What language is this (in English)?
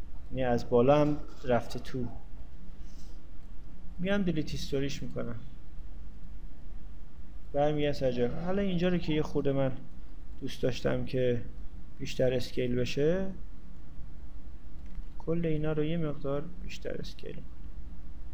Persian